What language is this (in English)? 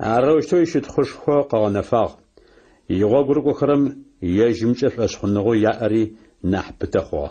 Adyghe